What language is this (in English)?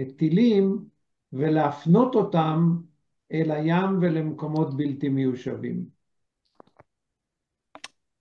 Hebrew